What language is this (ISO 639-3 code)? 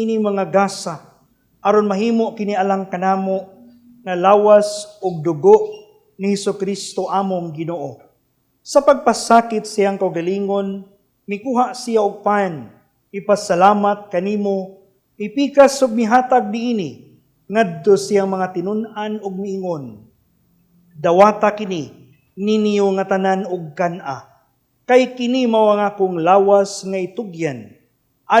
ceb